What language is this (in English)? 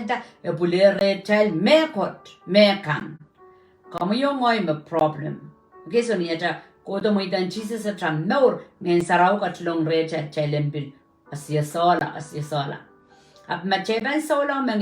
Pohnpeian